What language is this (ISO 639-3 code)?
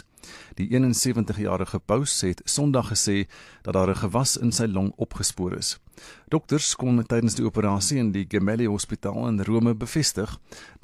afr